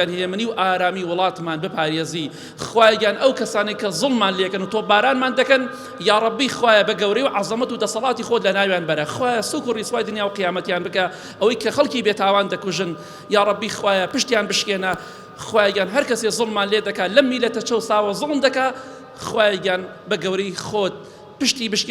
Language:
Central Kurdish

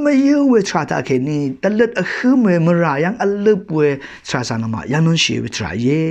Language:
Rawang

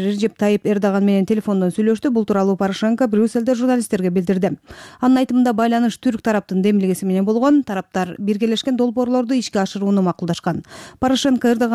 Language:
Kyrgyz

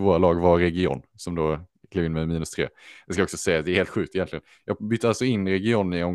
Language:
Swedish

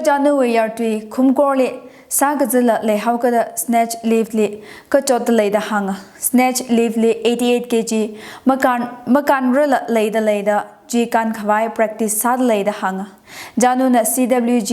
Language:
Tangkhul Naga (India)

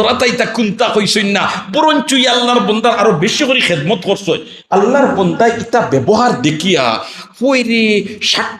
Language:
Sylheti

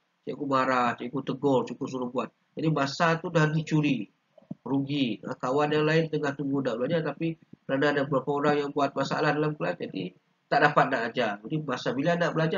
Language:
Malay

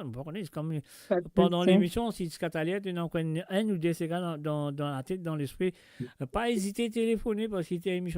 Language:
Morisyen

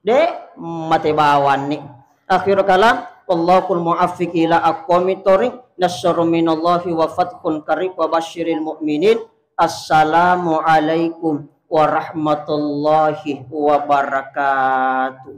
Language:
Buginese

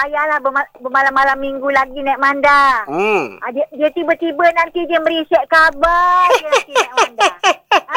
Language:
Malay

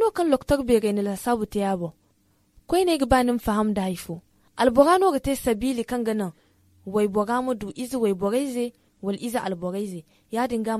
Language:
Zarma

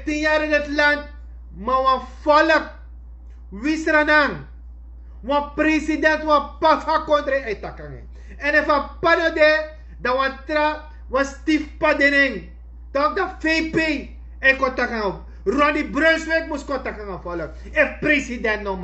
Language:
Sranan Tongo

